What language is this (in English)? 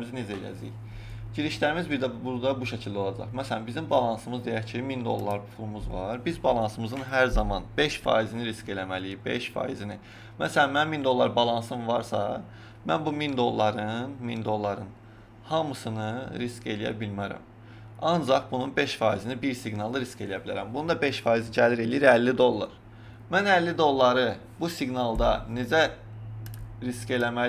Azerbaijani